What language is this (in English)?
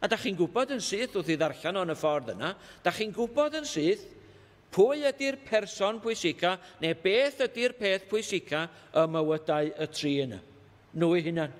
Welsh